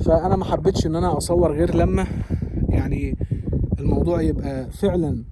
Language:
Egyptian Arabic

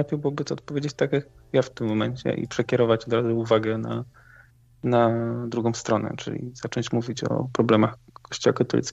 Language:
Polish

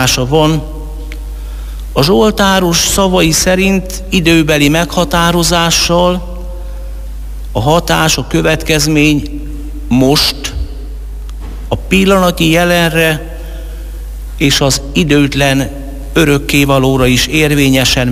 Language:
Hungarian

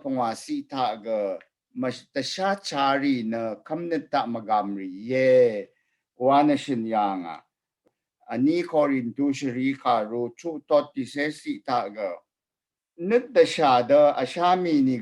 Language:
Rawang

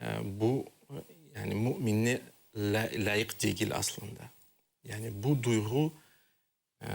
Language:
Crimean Tatar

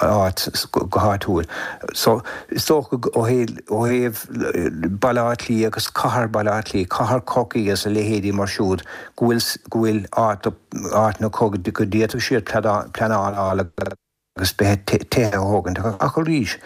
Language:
Irish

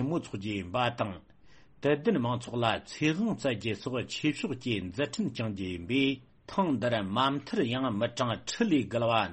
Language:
Tibetan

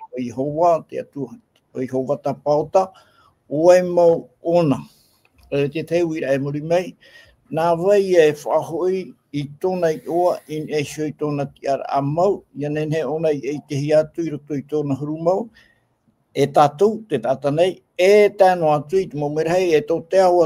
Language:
Tahitian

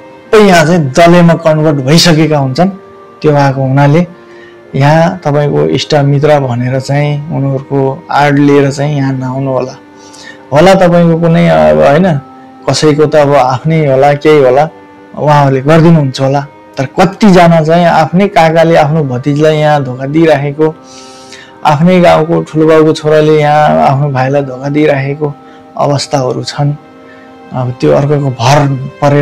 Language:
Nepali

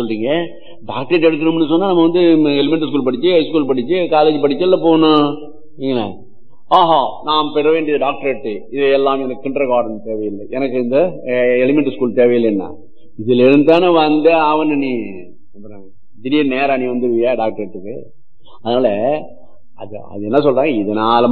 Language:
Tamil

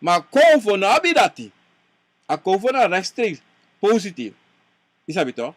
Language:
Sranan Tongo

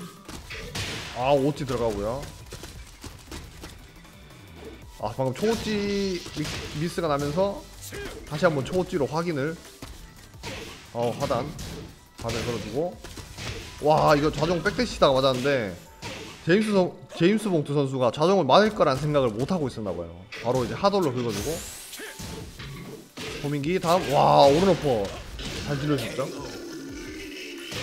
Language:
Korean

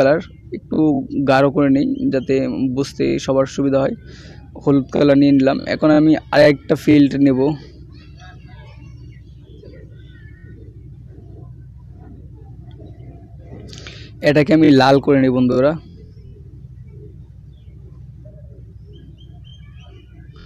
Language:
Bangla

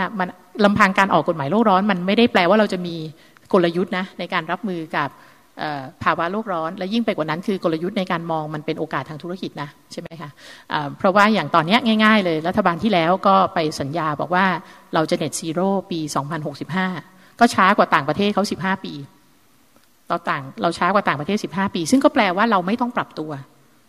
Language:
Thai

